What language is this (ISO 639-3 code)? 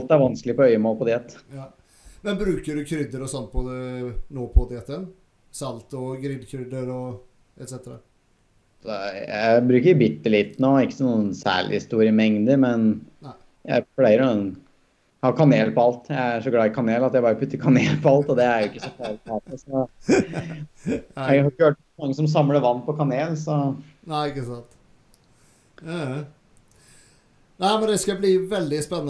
nor